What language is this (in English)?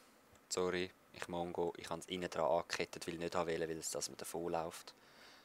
Swiss German